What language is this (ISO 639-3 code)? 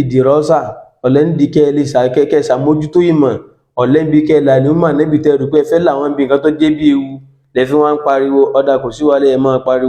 yor